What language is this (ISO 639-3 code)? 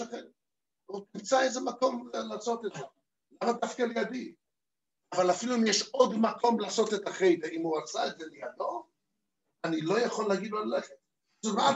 heb